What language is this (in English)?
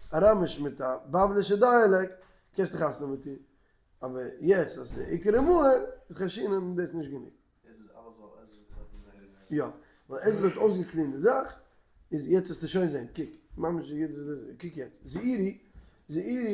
Yiddish